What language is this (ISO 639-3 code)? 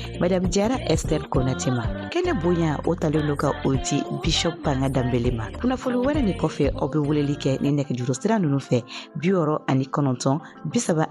bam